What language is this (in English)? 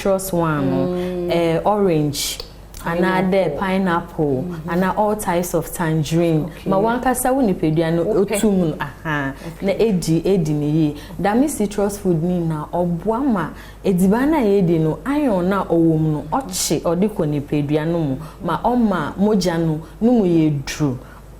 Akan